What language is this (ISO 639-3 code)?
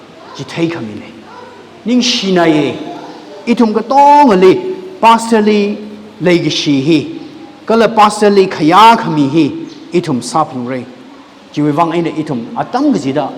nmf